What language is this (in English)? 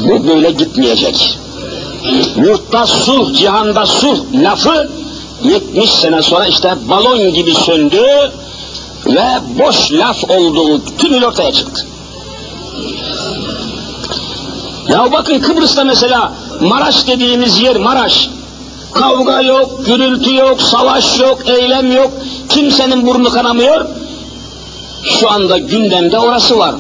Turkish